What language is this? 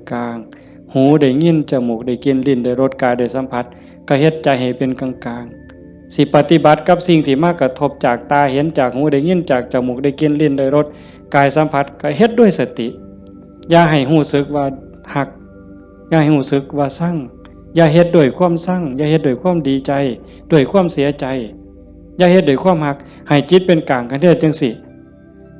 Northeastern Thai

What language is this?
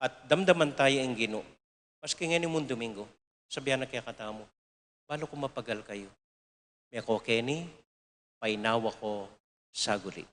Pampanga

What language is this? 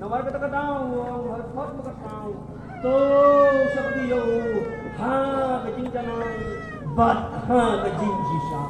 Khasi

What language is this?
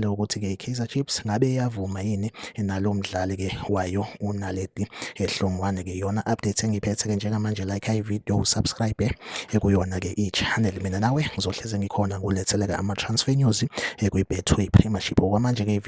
Zulu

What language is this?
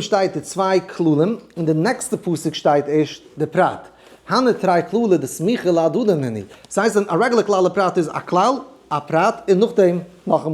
Yiddish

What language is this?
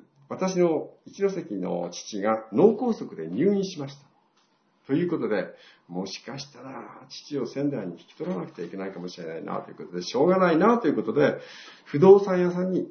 Japanese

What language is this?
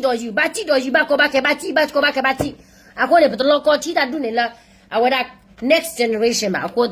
S'gaw Karen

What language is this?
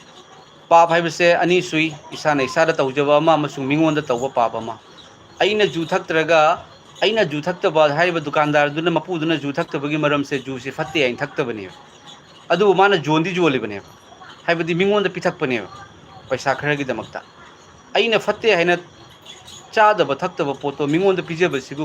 Manipuri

